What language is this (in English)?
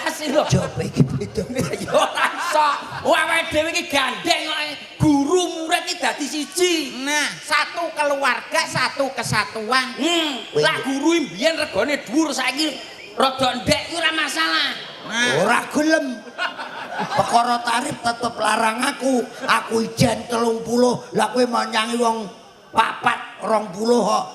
Javanese